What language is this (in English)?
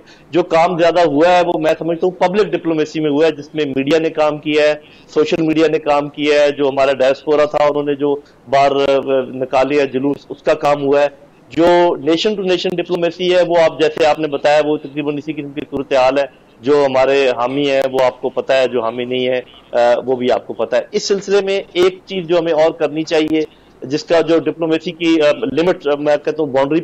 Urdu